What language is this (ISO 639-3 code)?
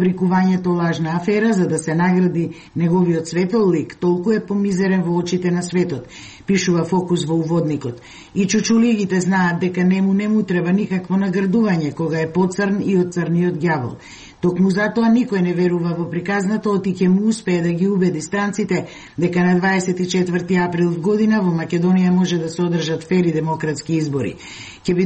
mkd